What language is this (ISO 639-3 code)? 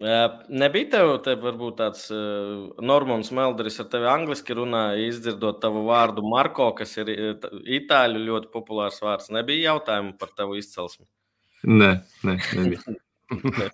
lav